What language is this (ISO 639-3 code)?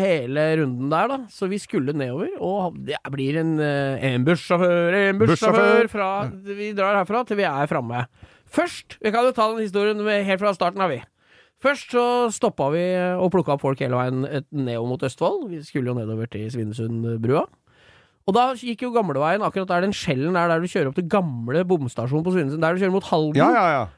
nor